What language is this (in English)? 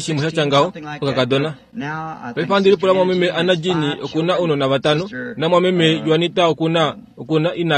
Kuanyama